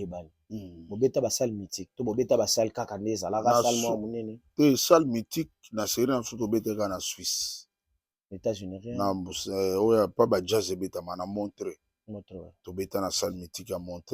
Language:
Lingala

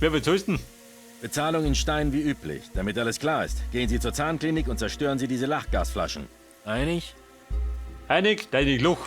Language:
Bavarian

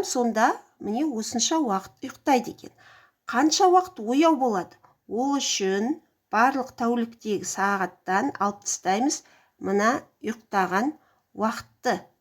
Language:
Kazakh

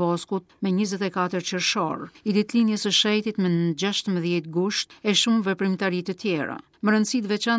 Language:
Albanian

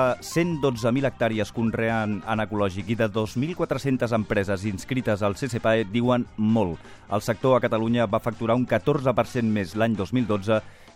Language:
Catalan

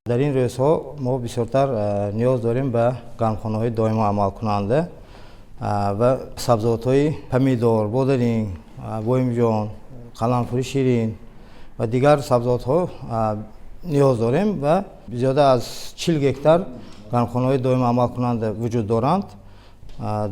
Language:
Tajik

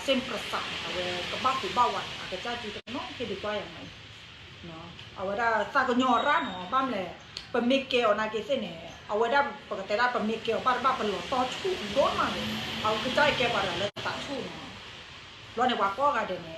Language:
S'gaw Karen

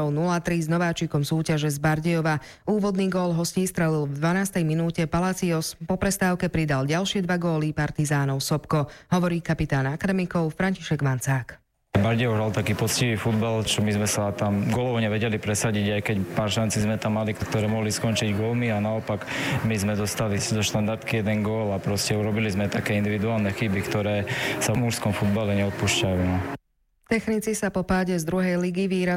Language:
Slovak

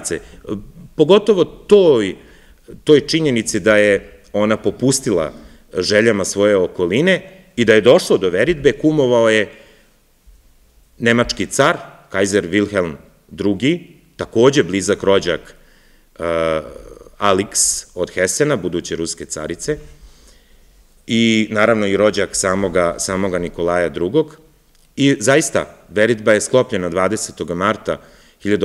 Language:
Serbian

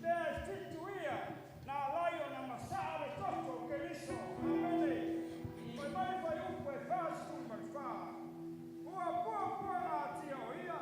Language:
Samoan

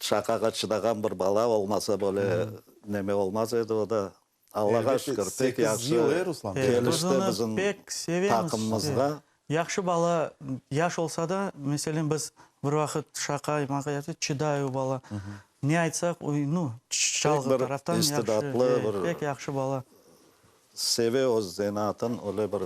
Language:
Crimean Tatar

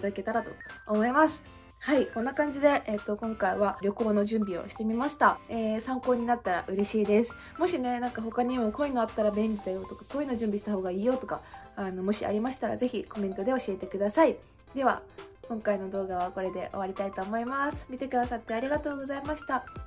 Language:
Japanese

